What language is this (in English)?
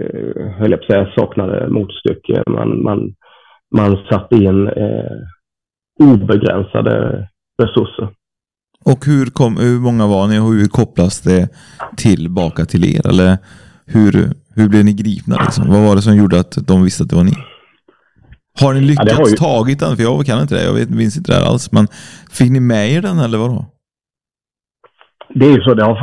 Swedish